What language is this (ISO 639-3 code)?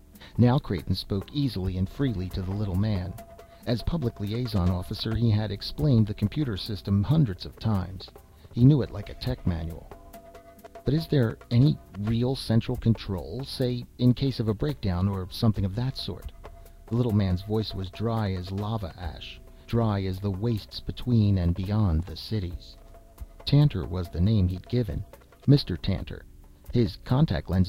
eng